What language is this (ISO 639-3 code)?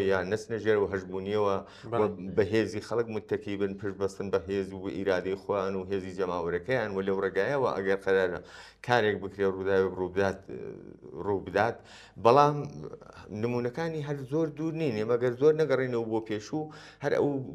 ckb